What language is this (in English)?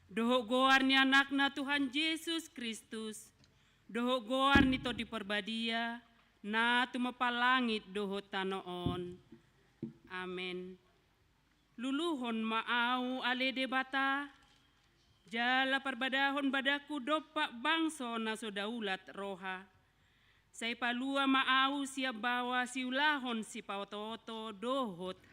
Batak Toba